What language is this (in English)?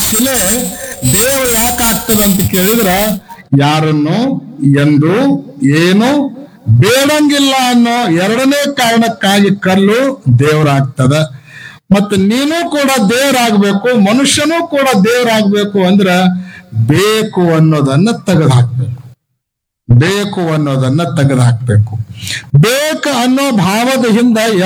Kannada